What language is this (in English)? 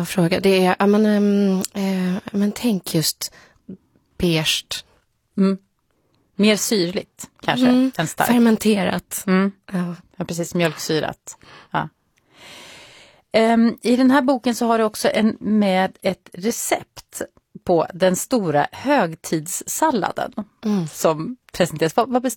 Swedish